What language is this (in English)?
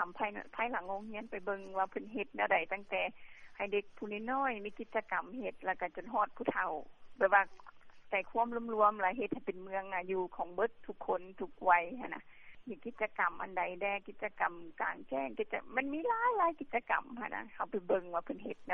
Lao